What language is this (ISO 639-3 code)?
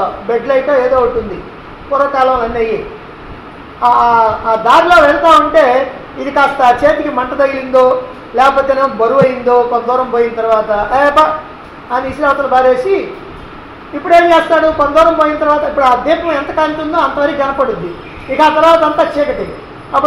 tel